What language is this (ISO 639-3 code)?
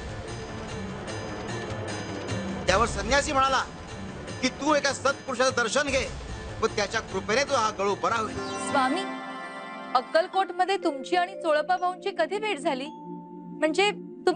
mar